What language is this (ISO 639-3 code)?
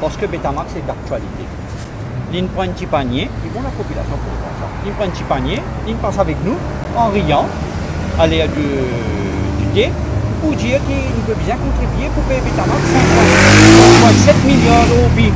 mfe